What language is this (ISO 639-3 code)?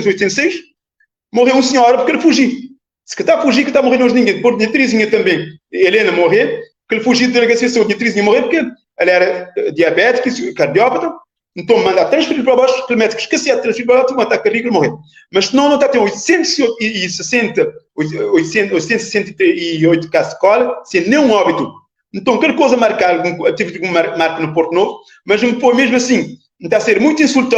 kea